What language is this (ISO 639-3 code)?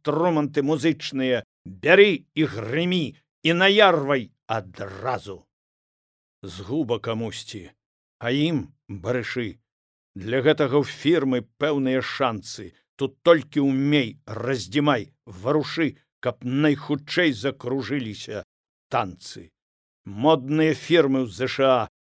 bel